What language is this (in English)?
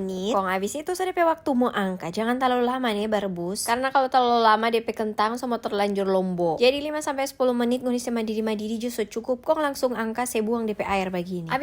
Manado Malay